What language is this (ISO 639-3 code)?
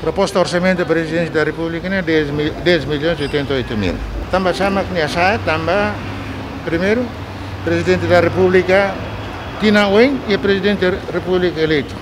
tet